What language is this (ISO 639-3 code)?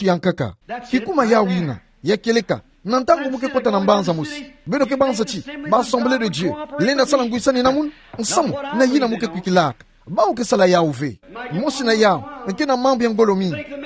ktu